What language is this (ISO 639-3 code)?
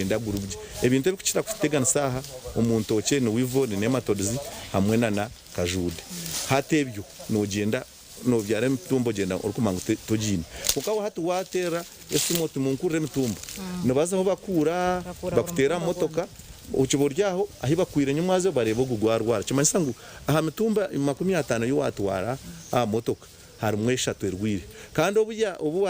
nyn